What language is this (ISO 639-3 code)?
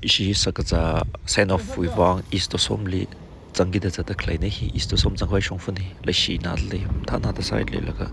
nmf